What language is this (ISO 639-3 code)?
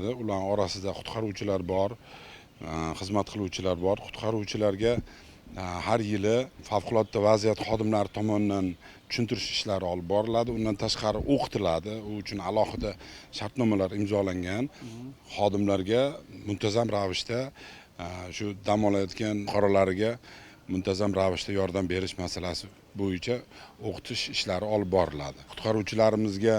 uzb